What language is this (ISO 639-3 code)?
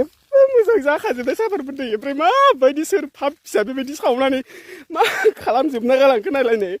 brx